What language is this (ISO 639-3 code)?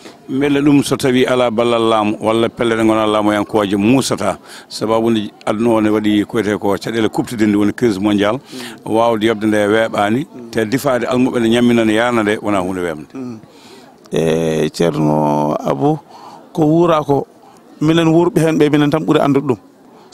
ful